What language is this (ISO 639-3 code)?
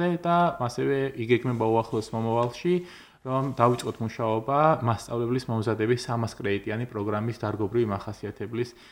kat